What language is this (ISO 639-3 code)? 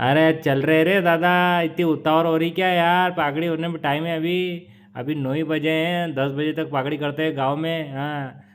raj